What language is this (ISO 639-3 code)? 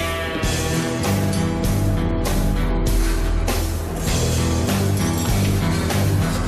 ell